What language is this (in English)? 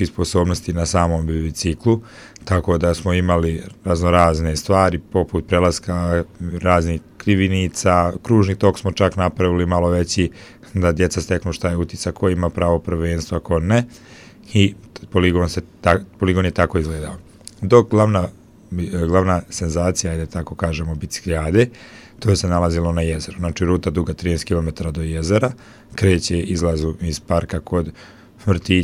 Bosnian